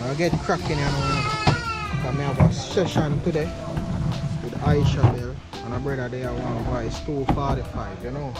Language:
Jamaican Creole English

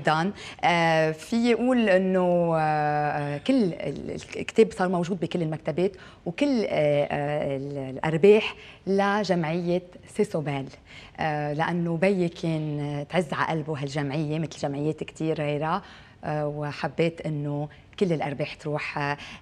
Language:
North Levantine Arabic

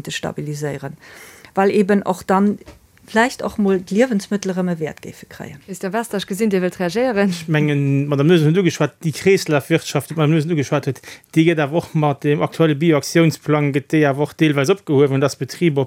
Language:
Luxembourgish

